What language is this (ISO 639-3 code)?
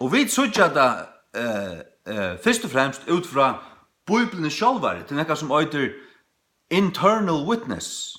fao